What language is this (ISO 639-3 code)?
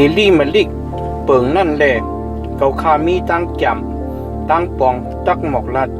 shn